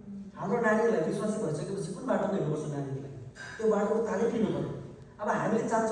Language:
Nepali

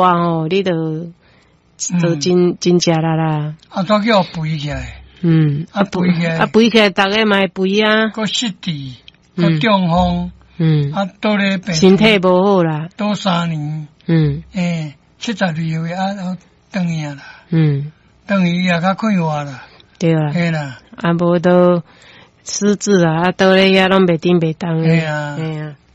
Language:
Min Nan Chinese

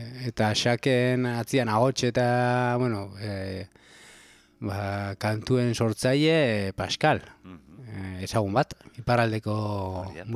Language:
Basque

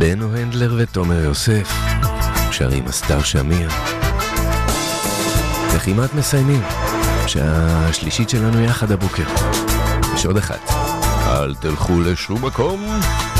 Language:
Hebrew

